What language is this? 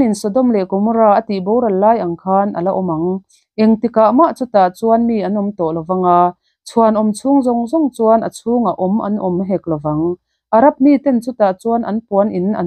Mizo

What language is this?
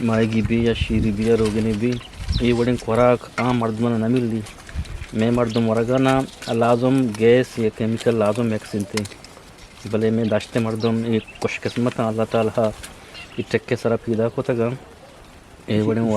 Eastern Balochi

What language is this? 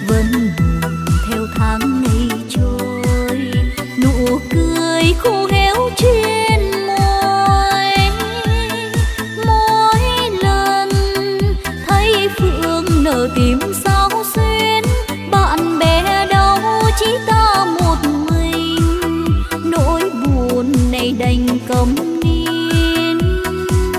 Vietnamese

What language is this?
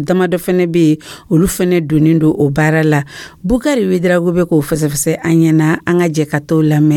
Dyula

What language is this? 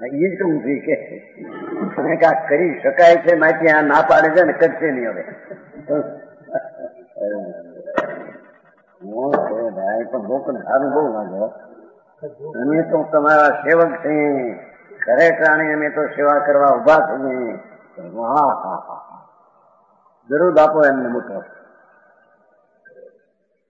Gujarati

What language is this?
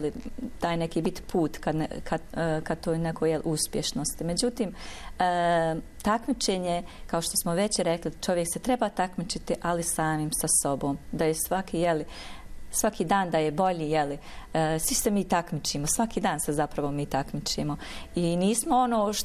Bosnian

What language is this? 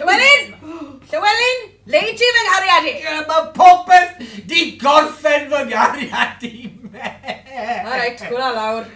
Welsh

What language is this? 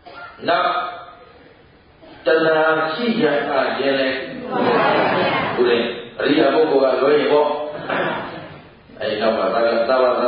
Burmese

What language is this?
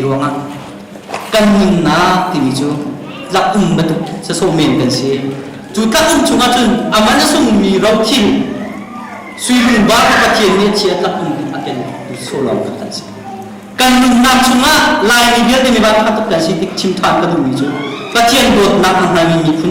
Hakha Chin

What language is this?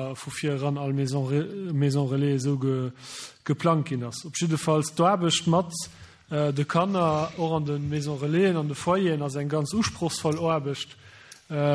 Luxembourgish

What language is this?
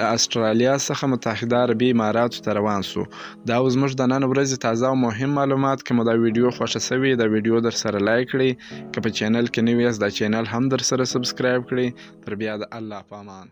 Pashto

